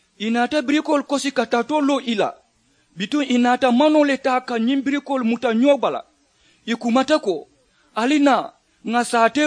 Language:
Mandingo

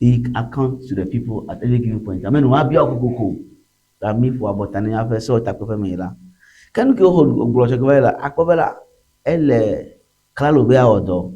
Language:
Ewe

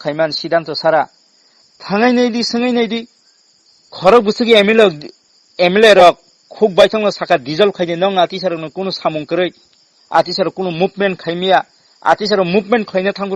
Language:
Kok Borok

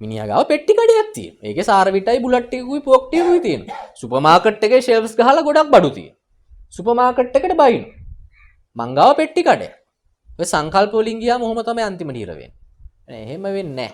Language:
Sinhala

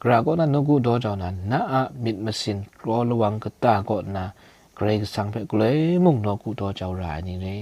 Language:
Kachin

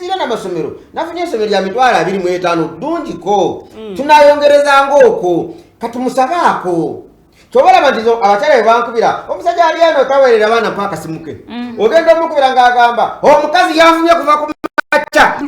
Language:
Ganda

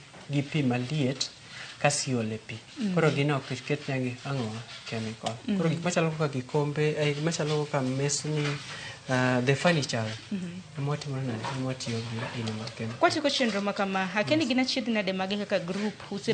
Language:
Luo (Kenya and Tanzania)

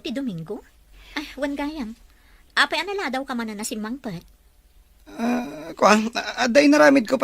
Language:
Iloko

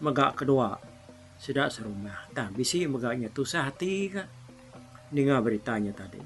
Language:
Iban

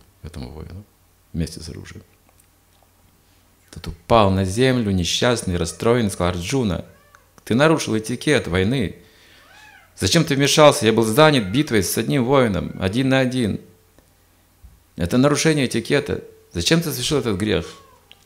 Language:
Russian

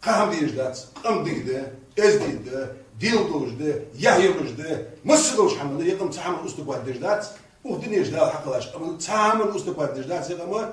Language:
Ingush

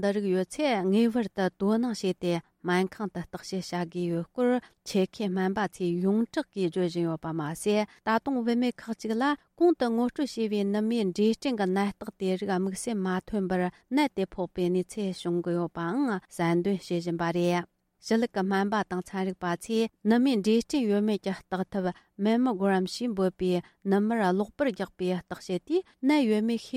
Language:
Tibetan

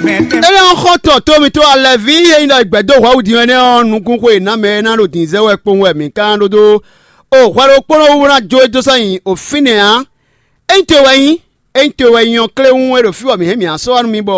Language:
Fon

